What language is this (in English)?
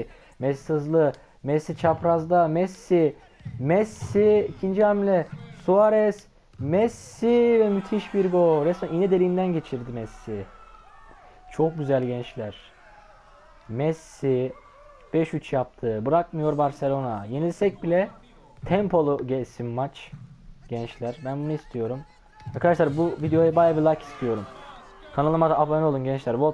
Turkish